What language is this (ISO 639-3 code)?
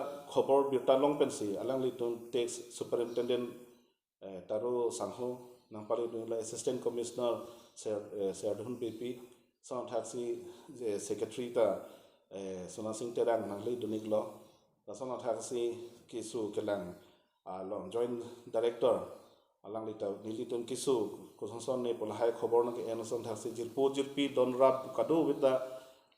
mjw